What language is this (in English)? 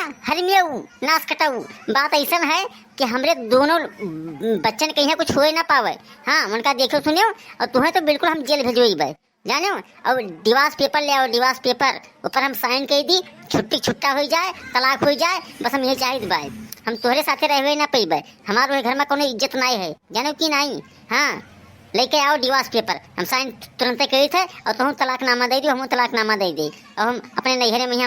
Awadhi